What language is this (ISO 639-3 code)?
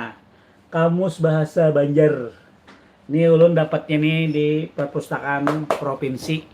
bjn